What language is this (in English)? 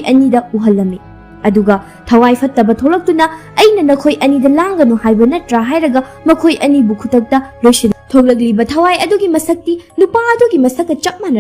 Manipuri